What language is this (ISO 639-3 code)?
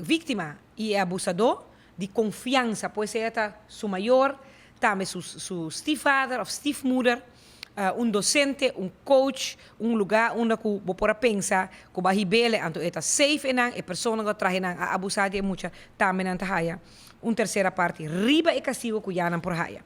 pap